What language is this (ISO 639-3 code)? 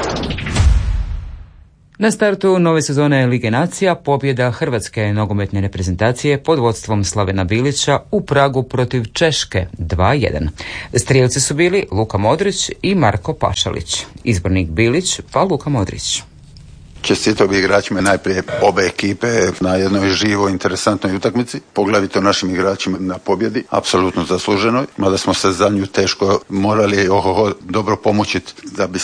hrv